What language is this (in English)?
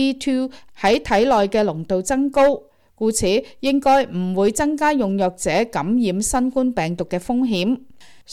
Cantonese